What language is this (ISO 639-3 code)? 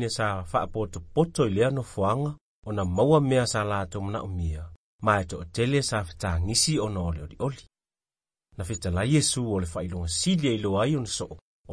smo